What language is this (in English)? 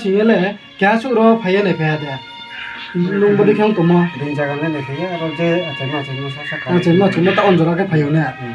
Riang (India)